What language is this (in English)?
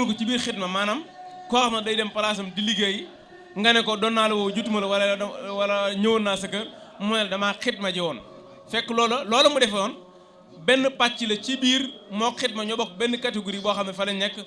Wolof